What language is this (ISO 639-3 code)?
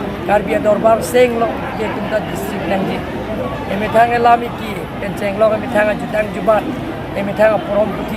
mjw